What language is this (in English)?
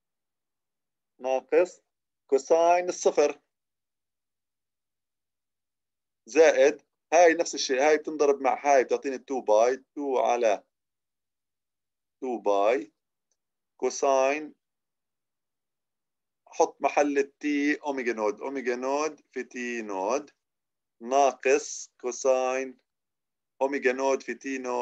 South Levantine Arabic